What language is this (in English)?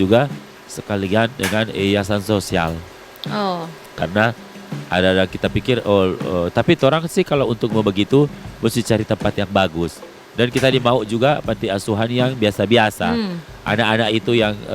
Manado Malay